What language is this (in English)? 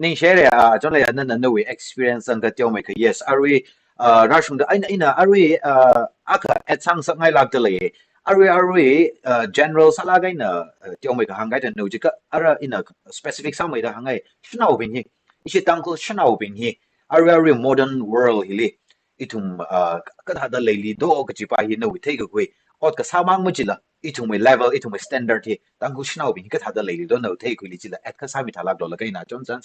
Tangkhul Naga (India)